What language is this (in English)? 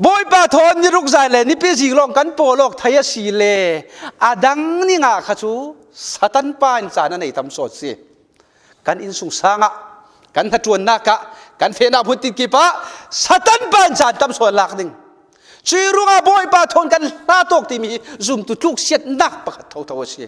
Falam Chin